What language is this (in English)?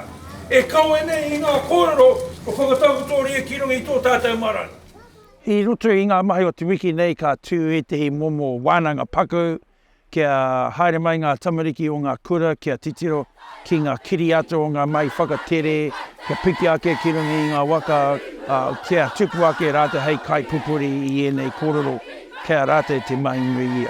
Māori